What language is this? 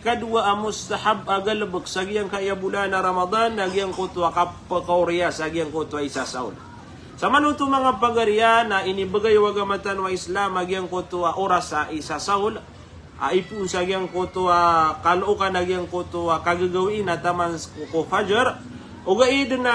Maranao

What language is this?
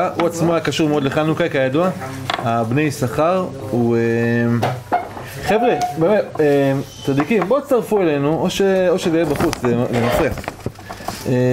Hebrew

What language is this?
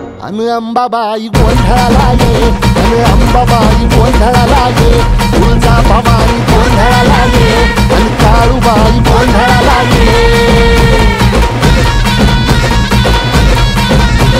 Marathi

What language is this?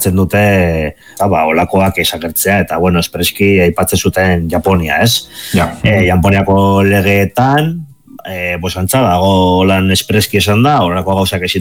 Basque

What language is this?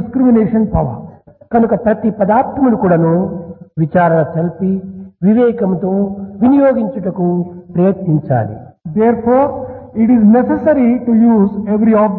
Telugu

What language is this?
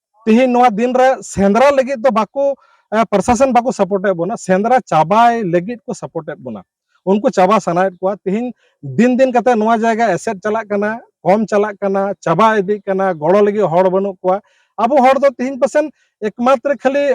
Santali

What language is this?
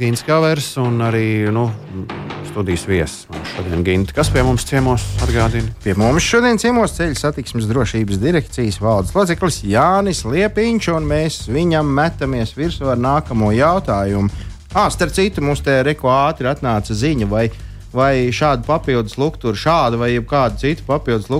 Latvian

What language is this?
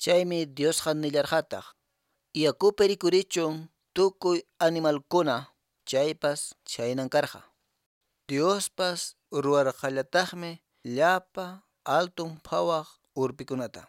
Quechua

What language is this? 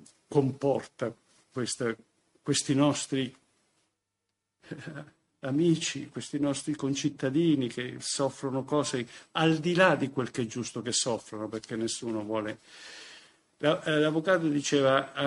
Italian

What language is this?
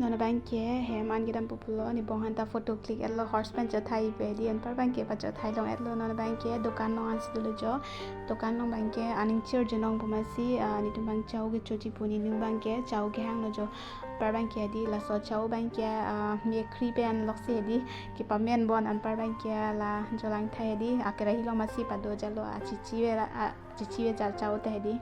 Karbi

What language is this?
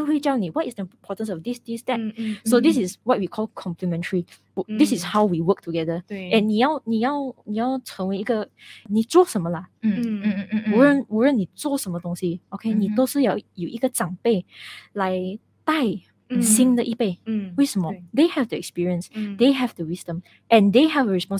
Chinese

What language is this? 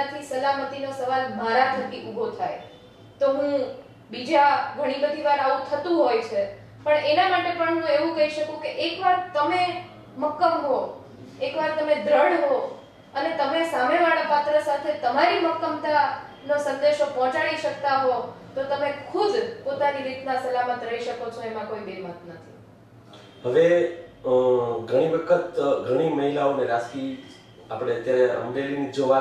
Gujarati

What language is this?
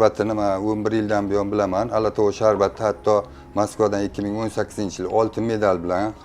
Uzbek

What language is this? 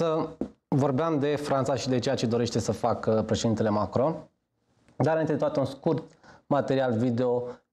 Romanian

